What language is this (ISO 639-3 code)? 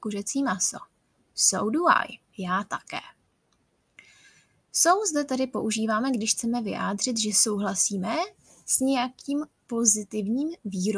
ces